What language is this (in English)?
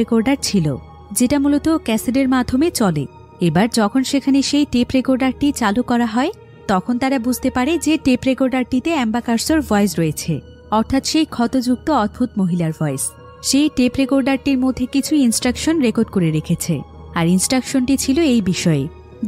Bangla